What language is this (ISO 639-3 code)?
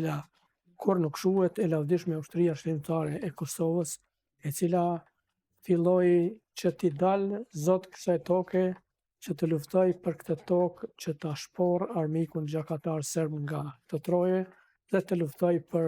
sqi